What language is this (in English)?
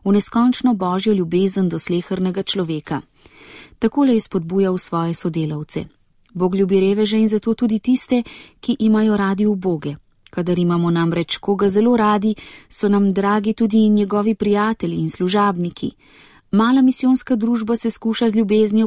Slovenian